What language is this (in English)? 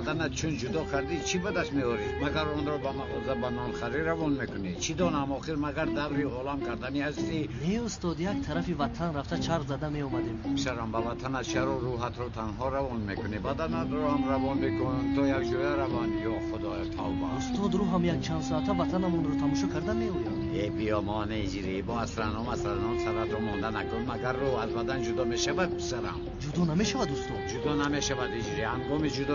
Tajik